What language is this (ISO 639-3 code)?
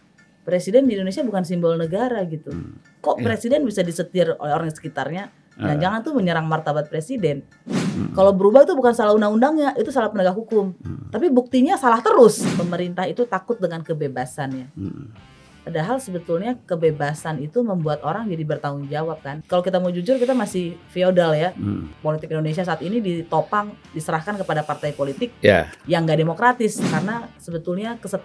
ind